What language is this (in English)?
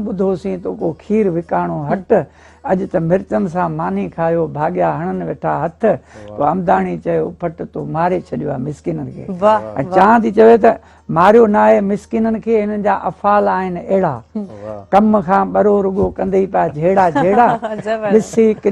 Sindhi